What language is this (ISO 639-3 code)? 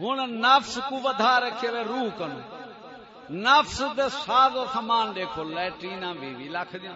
skr